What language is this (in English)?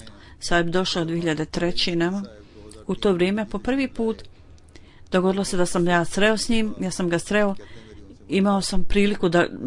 Bosnian